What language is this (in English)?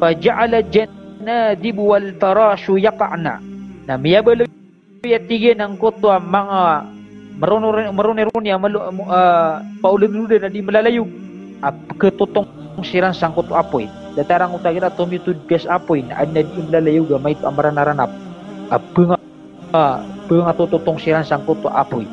Maranao